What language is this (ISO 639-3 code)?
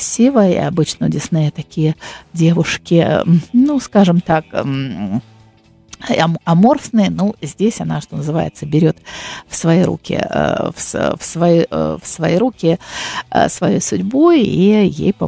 rus